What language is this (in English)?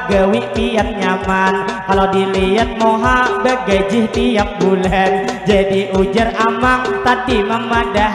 Banjar